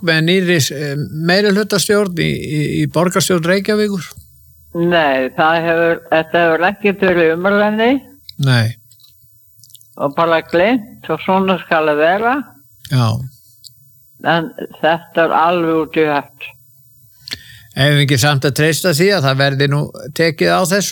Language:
Icelandic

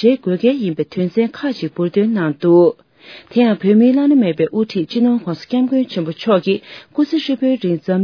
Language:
Tibetan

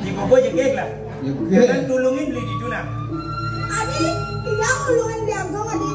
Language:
Balinese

